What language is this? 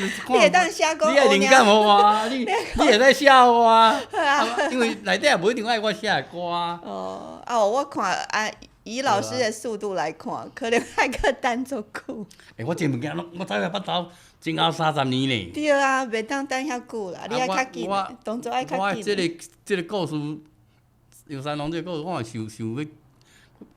Min Nan Chinese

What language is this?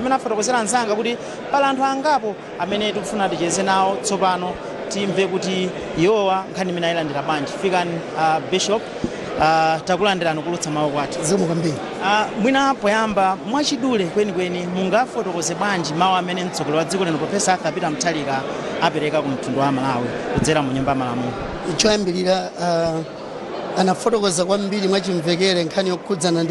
Nyanja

